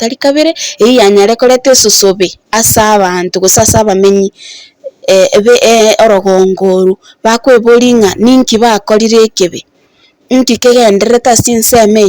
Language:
Gusii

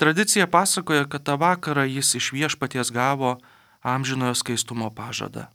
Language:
Lithuanian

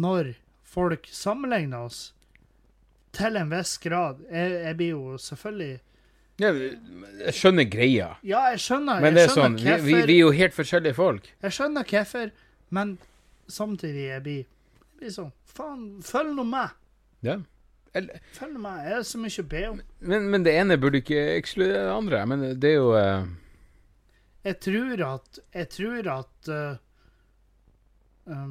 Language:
Norwegian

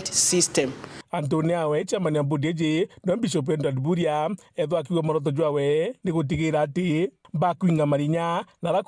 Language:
Meru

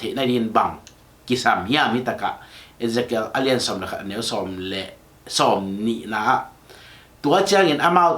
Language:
Tedim Chin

